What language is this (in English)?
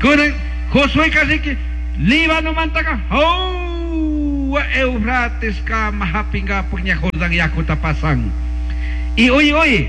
Chimborazo Highland Quichua